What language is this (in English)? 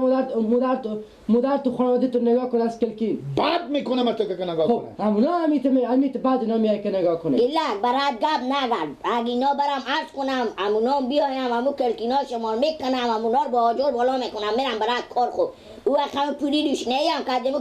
Persian